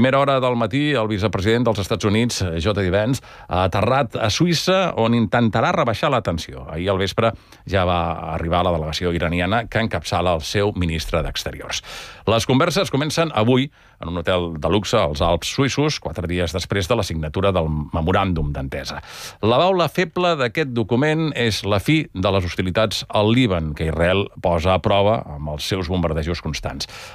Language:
Catalan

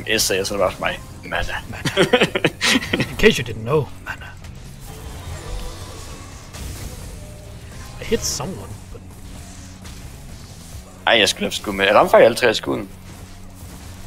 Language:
Danish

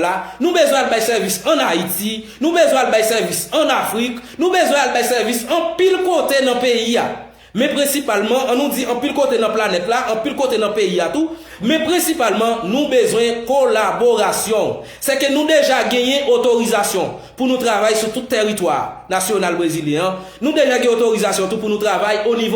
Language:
Haitian Creole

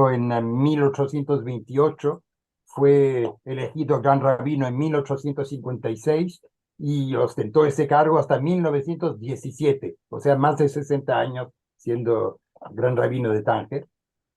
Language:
Ladino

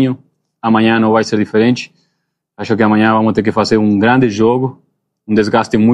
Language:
Portuguese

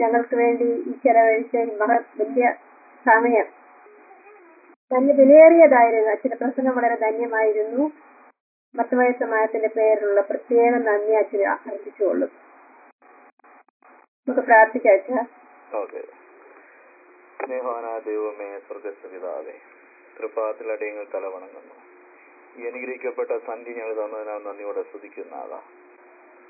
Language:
Malayalam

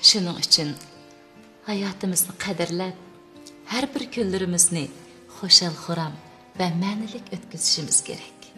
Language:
Uyghur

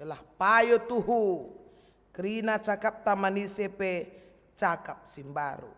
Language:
Batak Karo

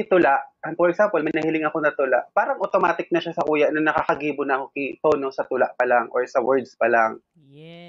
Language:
Bikol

